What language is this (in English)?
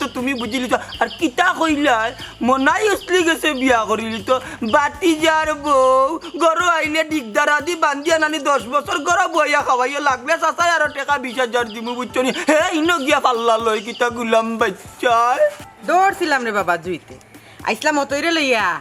Sylheti